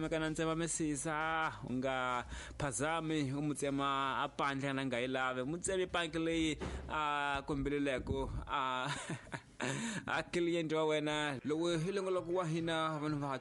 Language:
Tsonga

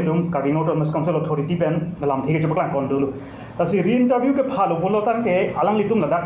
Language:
Karbi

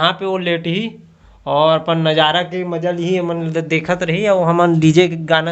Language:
Chhattisgarhi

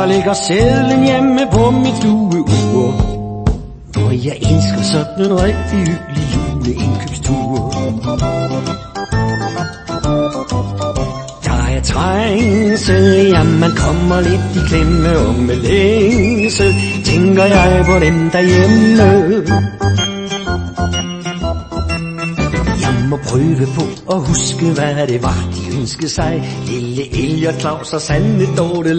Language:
Danish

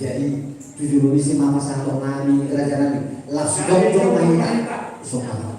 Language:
Batak Toba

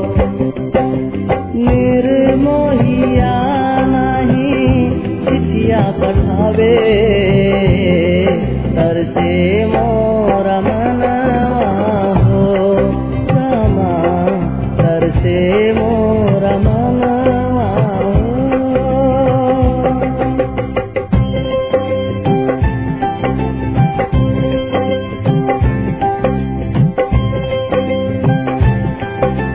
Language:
Bhojpuri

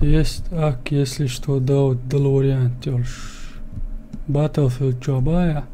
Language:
Chechen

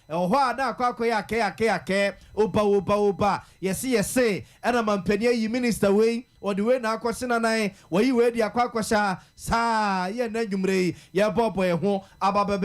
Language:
Akan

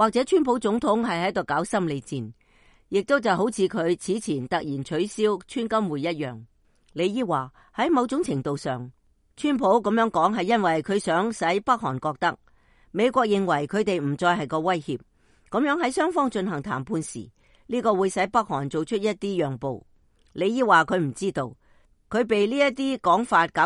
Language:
Cantonese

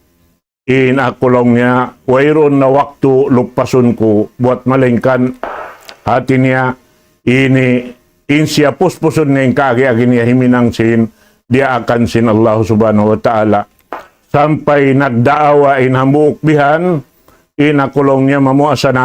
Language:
Tausug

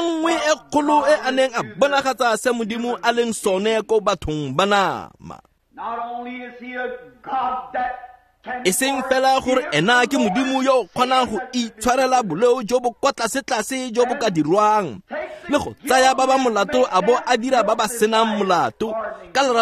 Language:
Tswana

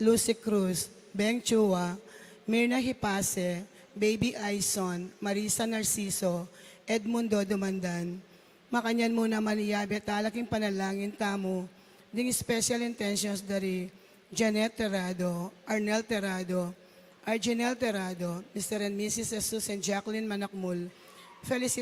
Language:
Pampanga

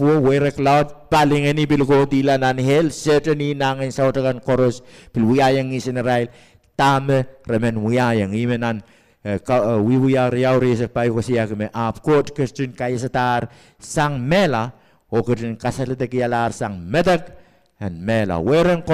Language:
Pohnpeian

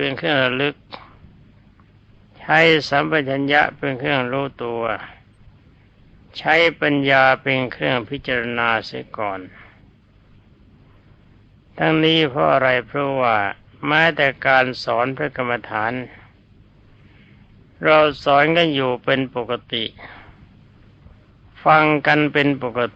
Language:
Thai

